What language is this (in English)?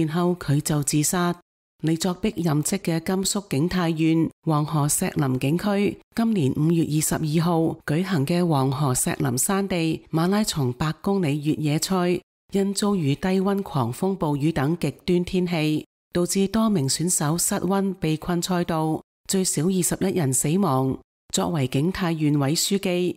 Cantonese